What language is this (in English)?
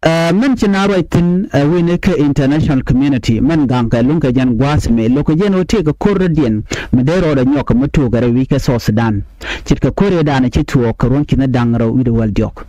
Nuer